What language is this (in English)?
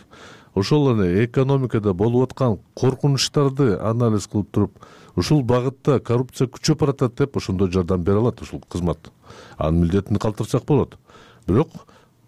Kyrgyz